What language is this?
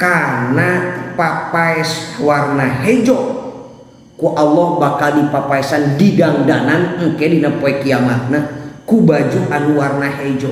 Sundanese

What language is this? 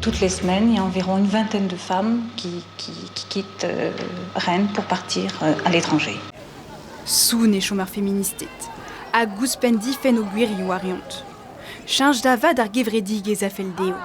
Breton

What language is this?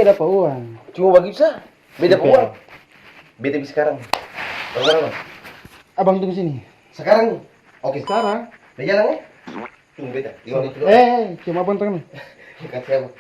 Ambonese Malay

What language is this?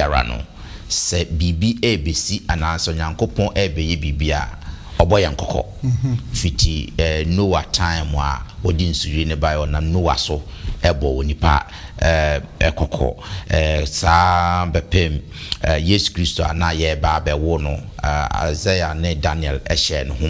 Akan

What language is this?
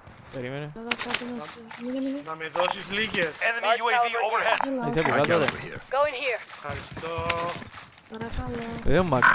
Greek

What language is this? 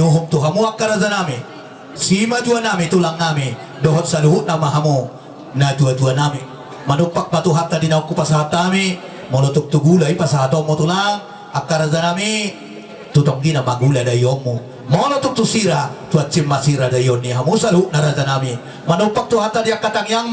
Batak Toba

